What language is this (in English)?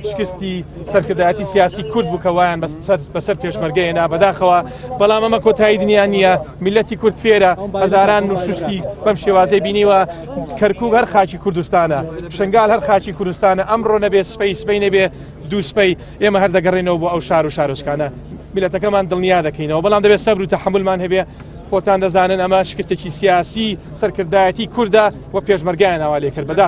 Central Kurdish